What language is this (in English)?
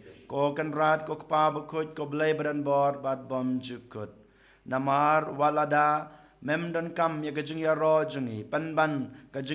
Khasi